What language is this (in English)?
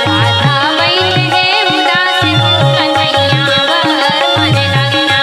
Chhattisgarhi